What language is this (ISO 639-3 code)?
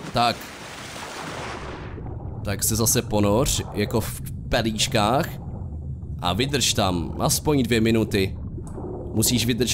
ces